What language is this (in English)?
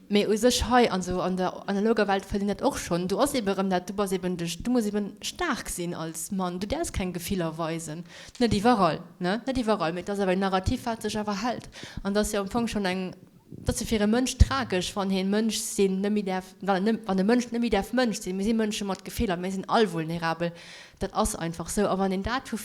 Luxembourgish